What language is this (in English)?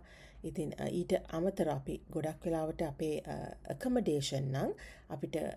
Sinhala